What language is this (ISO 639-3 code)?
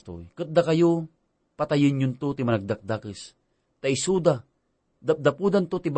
ilo